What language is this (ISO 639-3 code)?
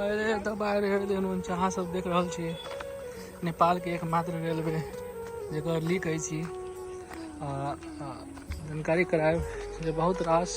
mai